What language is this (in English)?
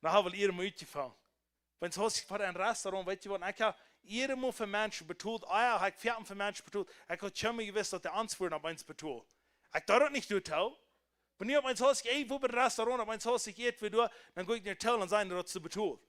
Plautdietsch